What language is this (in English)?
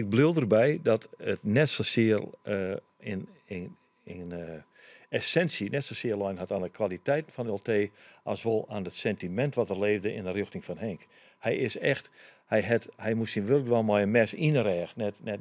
Western Frisian